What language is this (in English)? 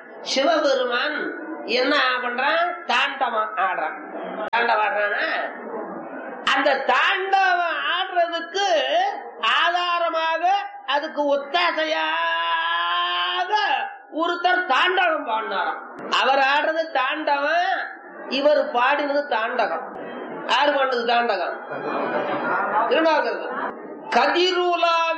Tamil